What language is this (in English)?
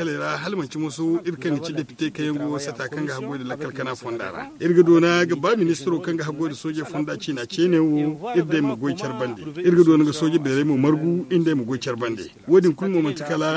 Zarma